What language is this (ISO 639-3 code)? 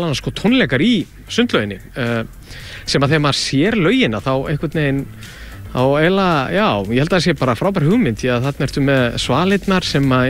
isl